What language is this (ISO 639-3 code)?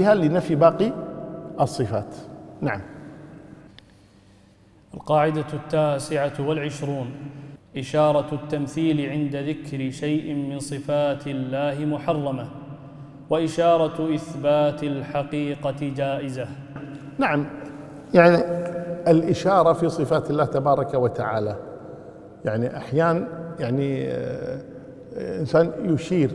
ara